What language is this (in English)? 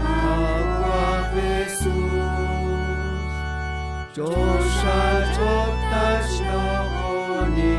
Kekchí